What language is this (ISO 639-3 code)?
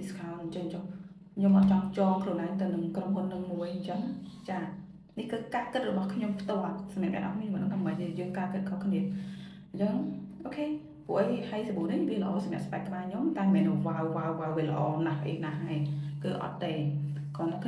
khm